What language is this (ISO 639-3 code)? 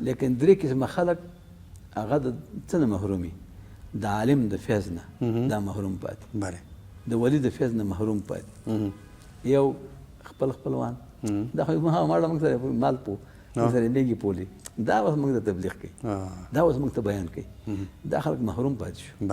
pus